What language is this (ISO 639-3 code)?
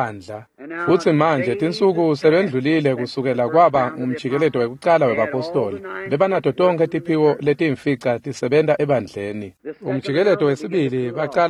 ssw